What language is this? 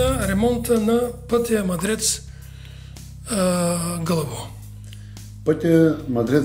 Bulgarian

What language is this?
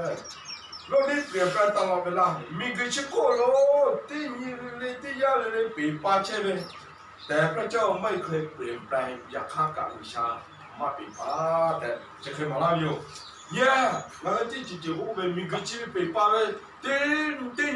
Lahu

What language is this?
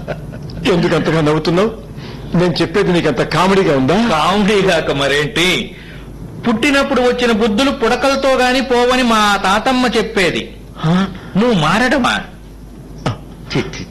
Telugu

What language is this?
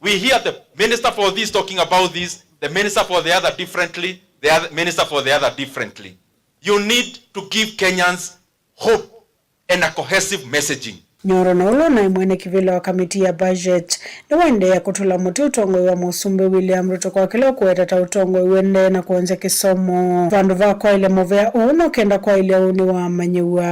Kamba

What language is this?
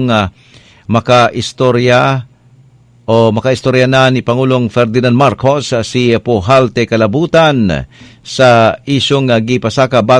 Cebuano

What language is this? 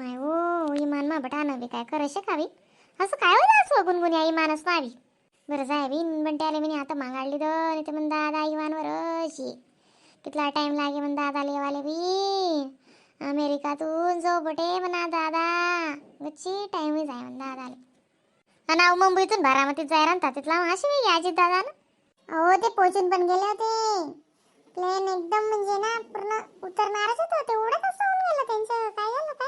Khandesi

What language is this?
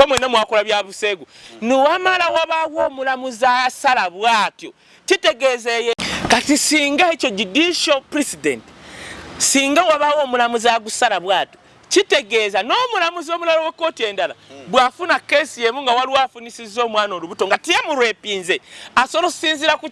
Ganda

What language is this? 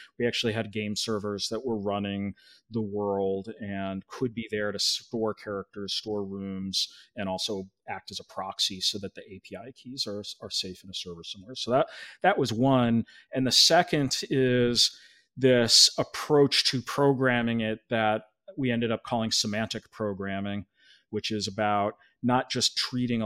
English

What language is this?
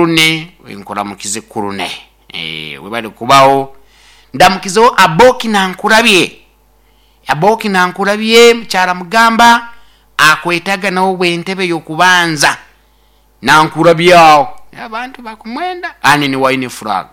Nyankole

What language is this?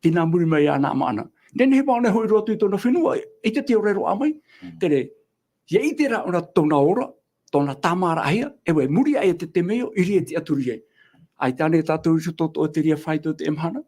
Tahitian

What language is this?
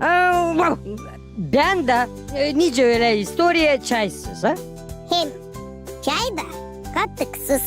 Gagauz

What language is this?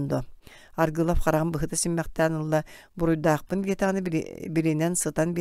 Yakut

